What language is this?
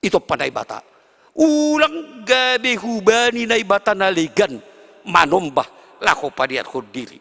Batak Simalungun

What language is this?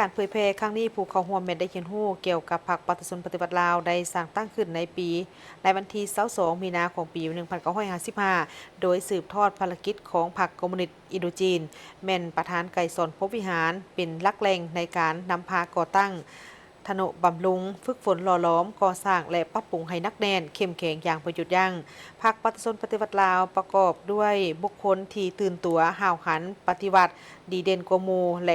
Lao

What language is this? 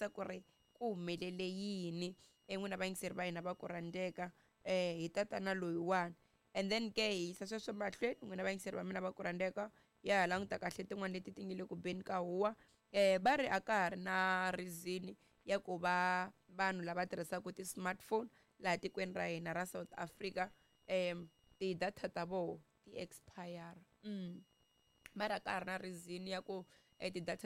Tsonga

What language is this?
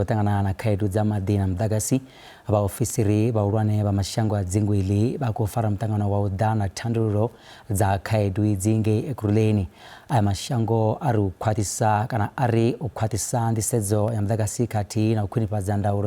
Venda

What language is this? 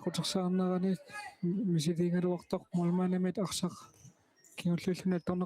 Kalaallisut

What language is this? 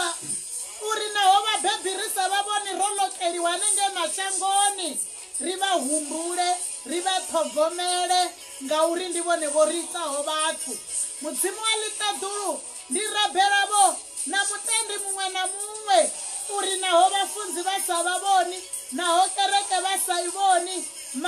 Venda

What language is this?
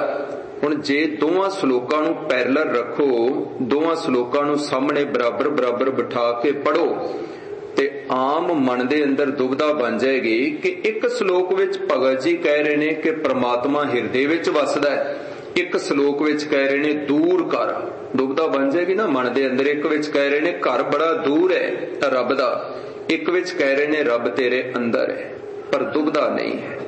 Punjabi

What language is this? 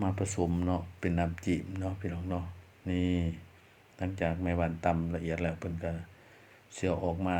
Lao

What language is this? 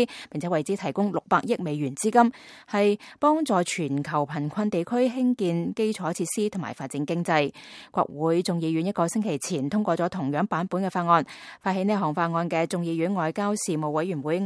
Cantonese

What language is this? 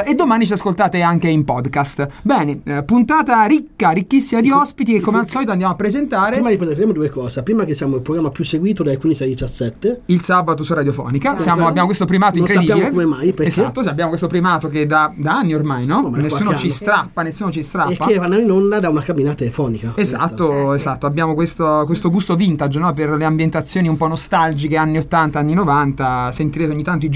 Italian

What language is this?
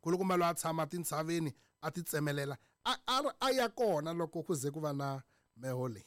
Tsonga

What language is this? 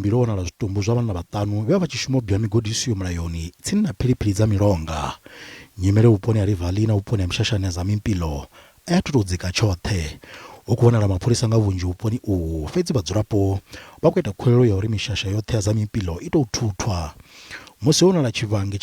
Venda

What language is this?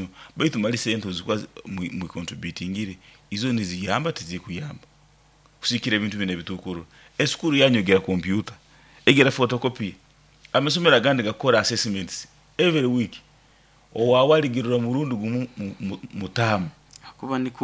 Nyoro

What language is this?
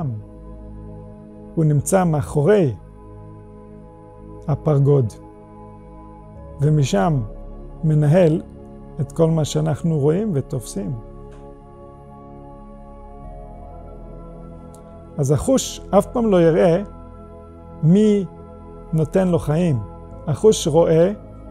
Hebrew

